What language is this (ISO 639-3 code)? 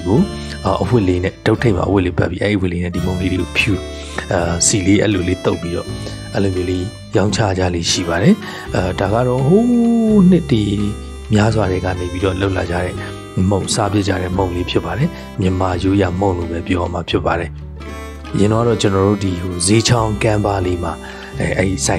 mya